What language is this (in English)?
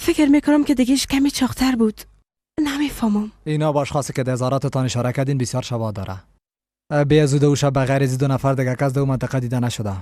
Persian